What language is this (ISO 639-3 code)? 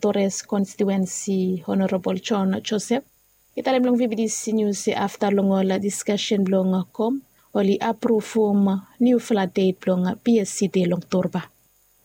bis